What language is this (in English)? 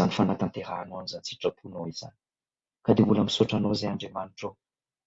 Malagasy